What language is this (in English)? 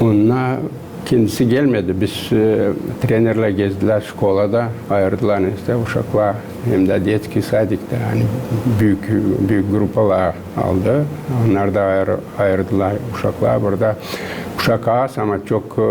Gagauz